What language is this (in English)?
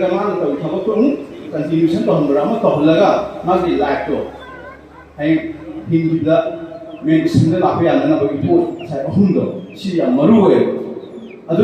Manipuri